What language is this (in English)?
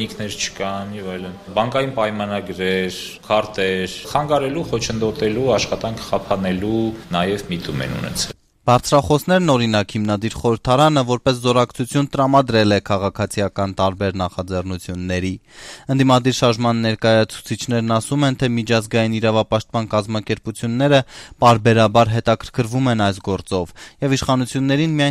Armenian